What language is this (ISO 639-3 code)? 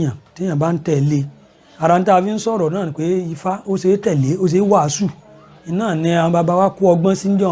yor